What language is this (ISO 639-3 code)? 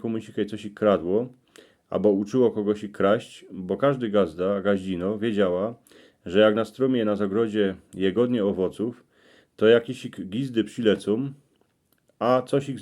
szl